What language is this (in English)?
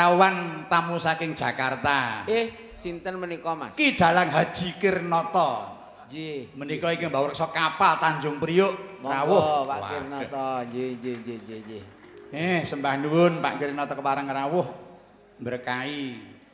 Javanese